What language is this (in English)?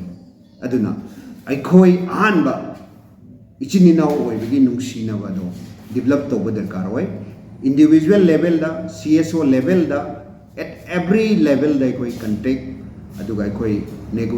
Manipuri